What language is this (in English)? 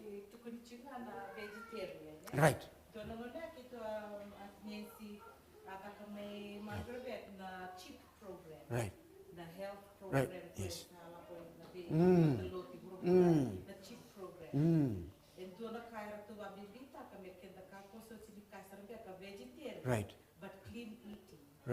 Fijian